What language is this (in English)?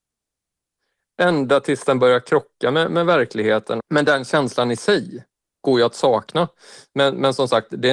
Swedish